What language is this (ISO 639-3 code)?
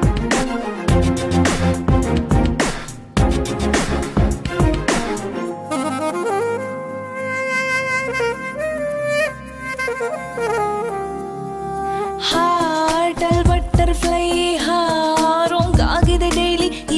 kan